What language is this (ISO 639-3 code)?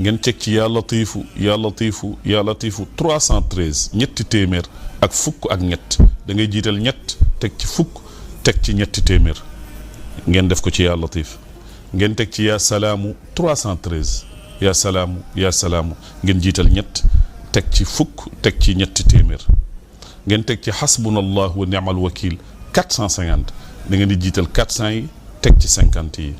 wol